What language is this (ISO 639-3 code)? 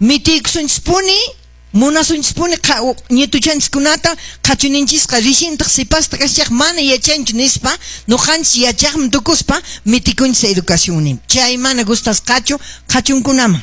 que